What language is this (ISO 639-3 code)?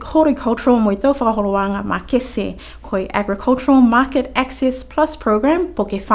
niu